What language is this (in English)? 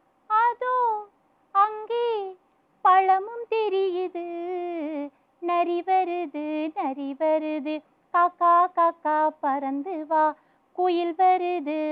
Tamil